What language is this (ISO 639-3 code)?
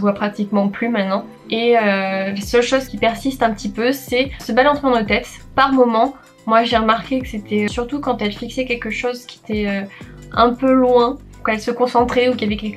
fra